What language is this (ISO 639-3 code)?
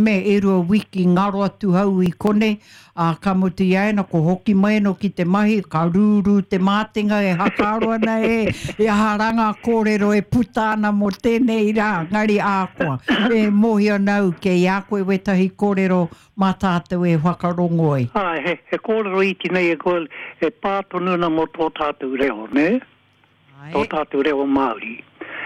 mri